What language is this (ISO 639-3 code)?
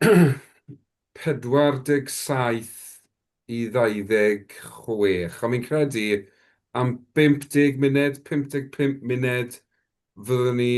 cym